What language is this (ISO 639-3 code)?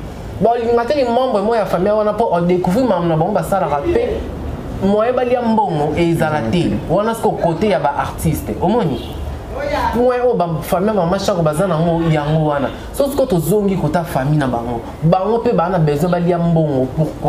lin